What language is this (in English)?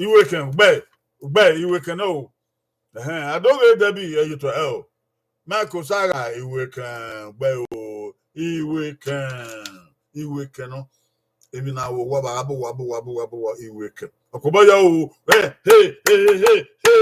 Bini